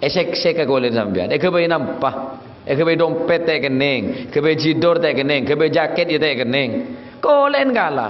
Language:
Madurese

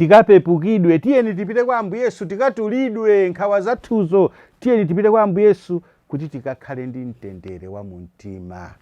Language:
Nyanja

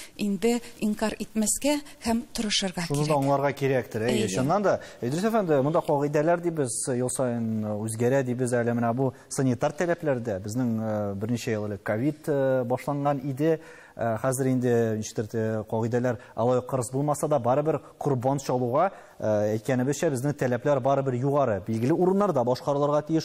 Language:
Tatar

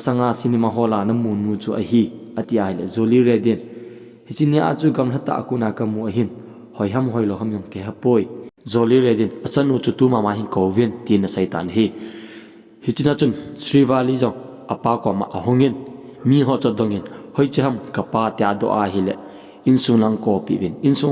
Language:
Thado Chin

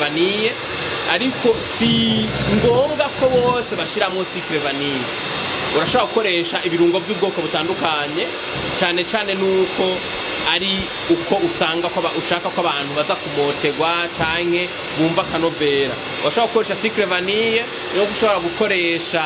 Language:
Rundi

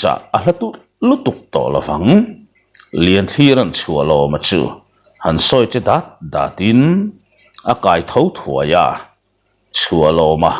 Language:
Mizo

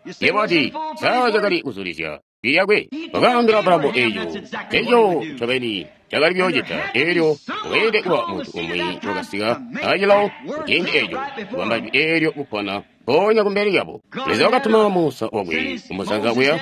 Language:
Tonga (Zambia)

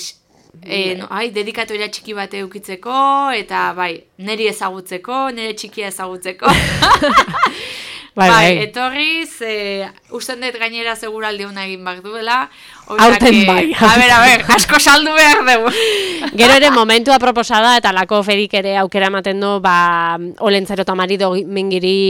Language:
Basque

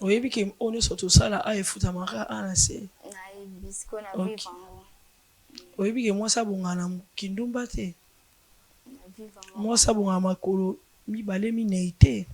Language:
Lingala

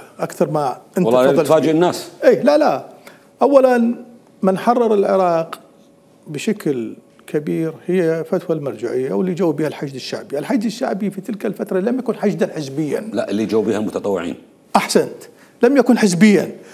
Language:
Mesopotamian Arabic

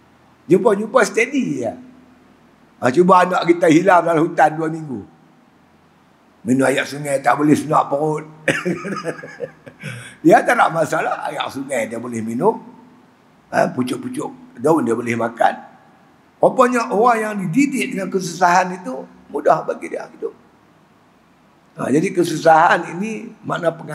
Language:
Malay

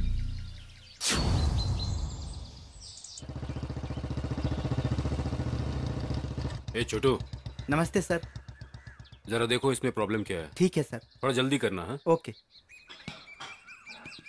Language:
Hindi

